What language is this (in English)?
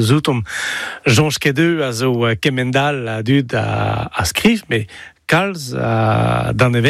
Breton